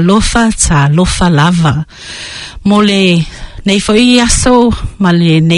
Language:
Samoan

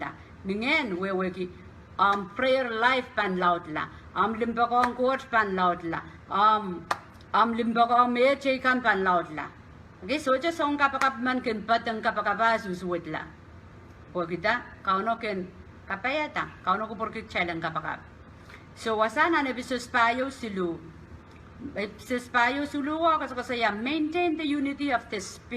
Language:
Pohnpeian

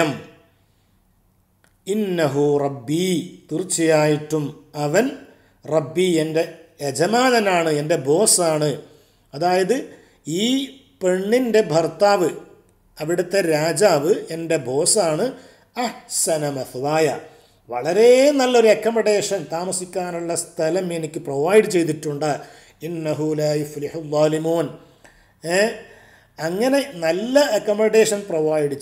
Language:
Malayalam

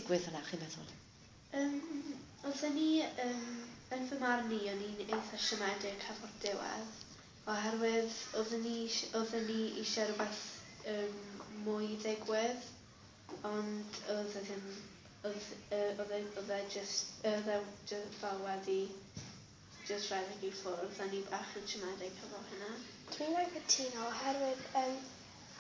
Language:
Welsh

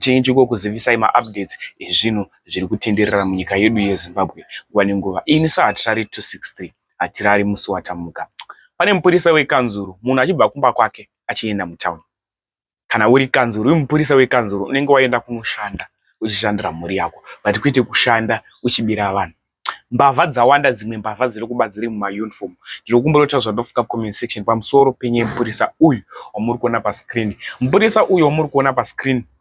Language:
Shona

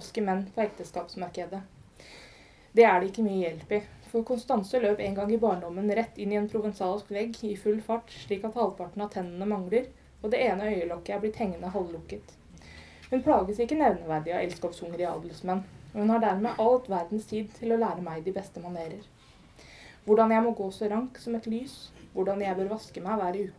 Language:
Norwegian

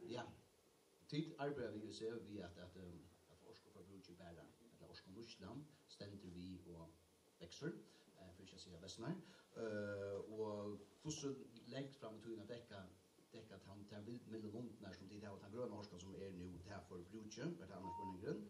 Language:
Faroese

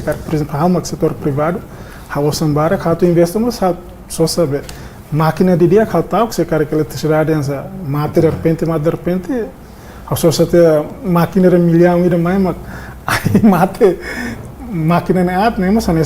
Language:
Tetum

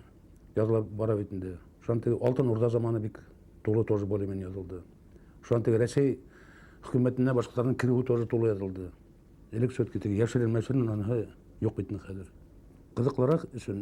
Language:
Bashkir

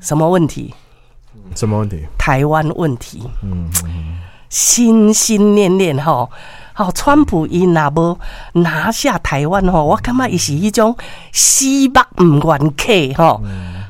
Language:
Min Nan Chinese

